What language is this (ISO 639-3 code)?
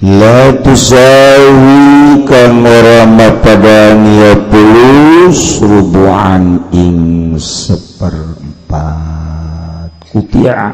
sun